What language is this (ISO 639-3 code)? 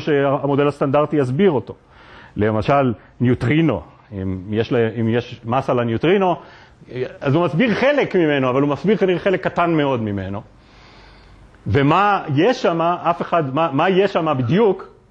heb